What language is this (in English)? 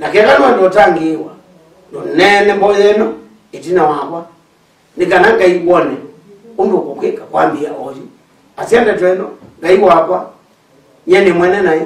Kamba